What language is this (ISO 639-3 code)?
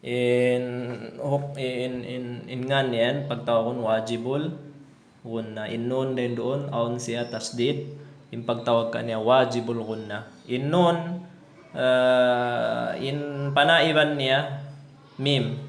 tsg